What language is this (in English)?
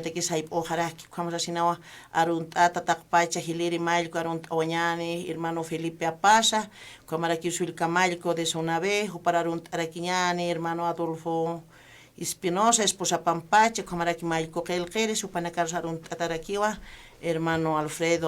Aymara